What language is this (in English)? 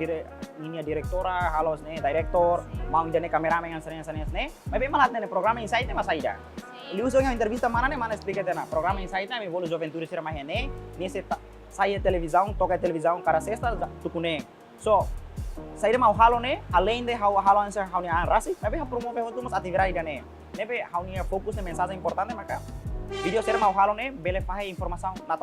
Tetum